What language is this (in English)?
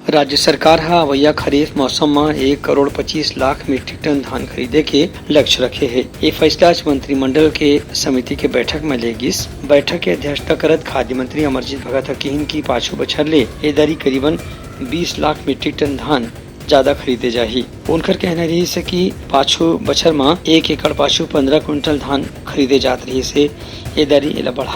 Chhattisgarhi